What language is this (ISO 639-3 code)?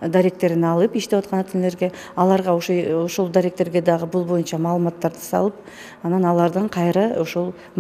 kir